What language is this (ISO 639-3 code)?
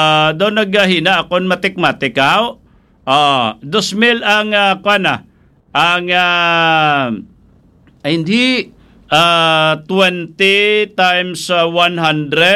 hil